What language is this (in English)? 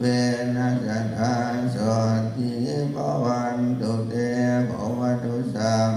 Pali